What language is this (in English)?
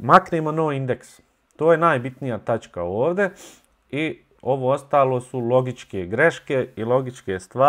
Bosnian